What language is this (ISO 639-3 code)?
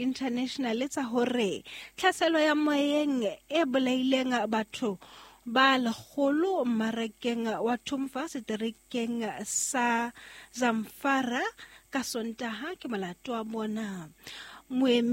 sot